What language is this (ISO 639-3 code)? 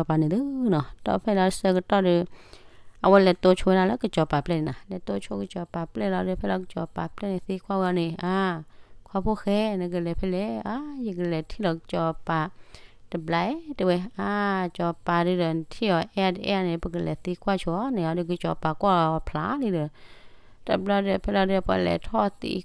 ksw